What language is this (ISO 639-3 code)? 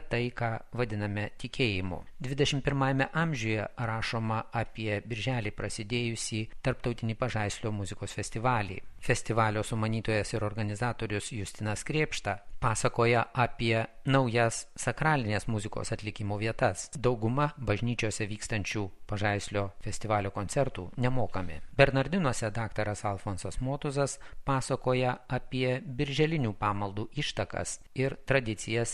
lit